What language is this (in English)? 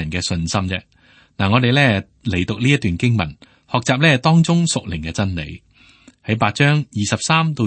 Cantonese